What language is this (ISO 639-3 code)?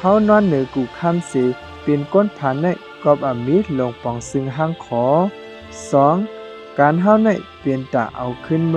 shn